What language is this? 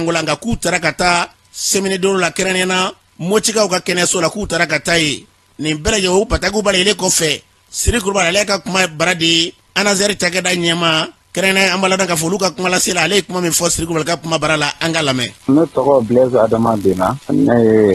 Bambara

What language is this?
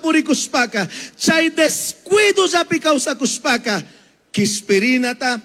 Chimborazo Highland Quichua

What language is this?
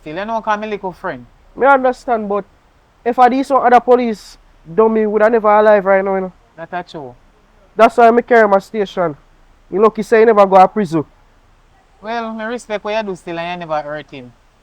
Jamaican Creole English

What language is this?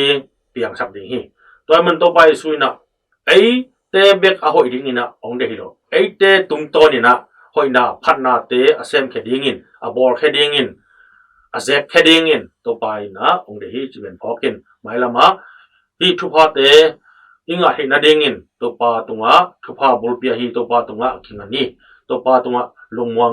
Tedim Chin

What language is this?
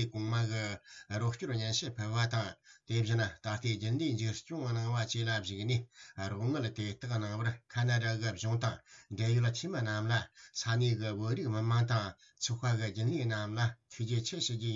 Tibetan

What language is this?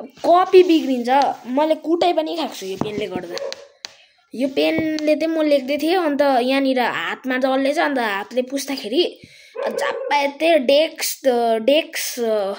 Nepali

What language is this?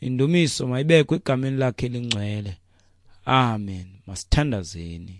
Xhosa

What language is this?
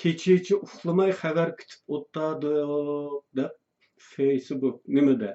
Uyghur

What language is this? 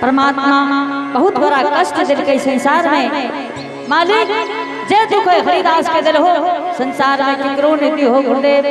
Angika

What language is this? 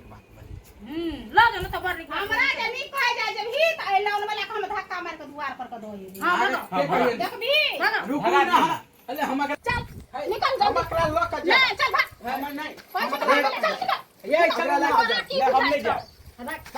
Maithili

